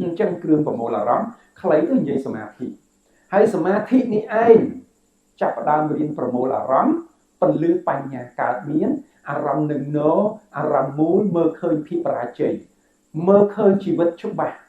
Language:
Khmer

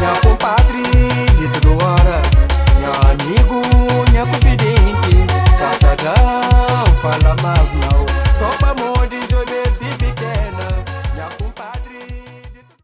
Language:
Kabuverdianu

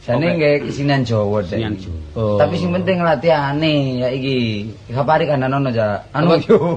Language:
Javanese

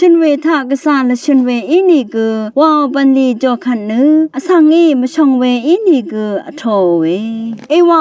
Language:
Rawang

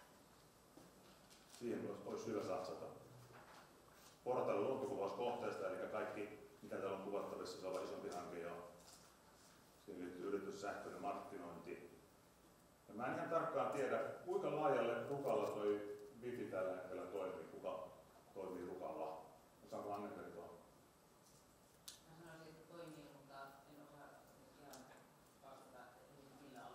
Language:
Finnish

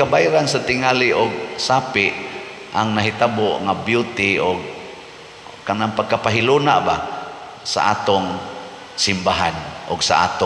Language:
Cebuano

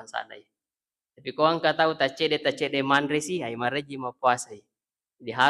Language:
Buginese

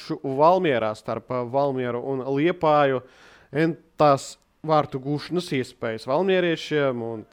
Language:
Latvian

